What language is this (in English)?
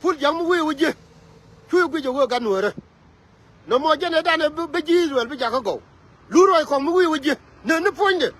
Nuer